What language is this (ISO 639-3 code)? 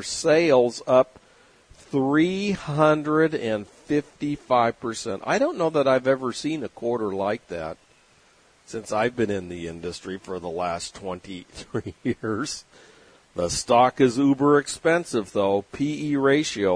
eng